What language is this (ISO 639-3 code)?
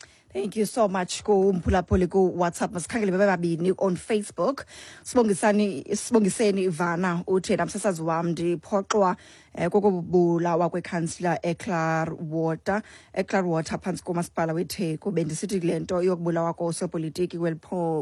xho